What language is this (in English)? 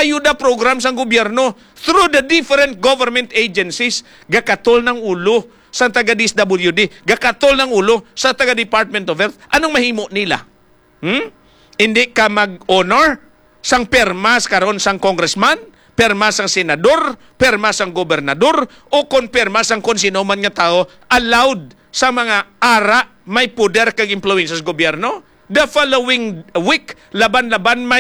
Hiligaynon